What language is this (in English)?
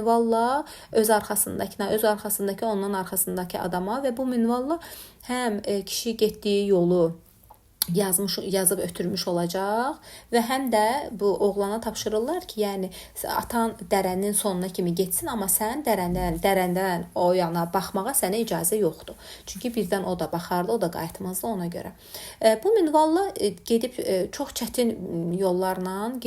Azerbaijani